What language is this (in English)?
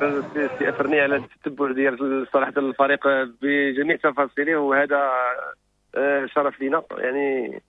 Moroccan Arabic